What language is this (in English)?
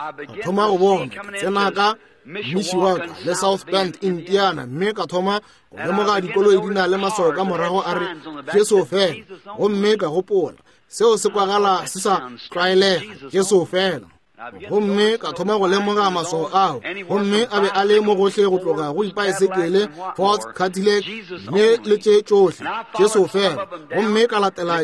Northern Sotho